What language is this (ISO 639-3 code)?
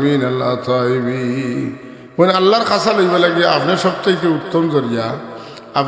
syl